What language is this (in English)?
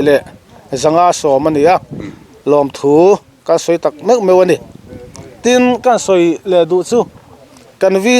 Mizo